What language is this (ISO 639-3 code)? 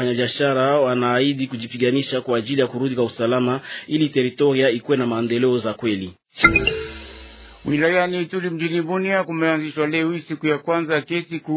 swa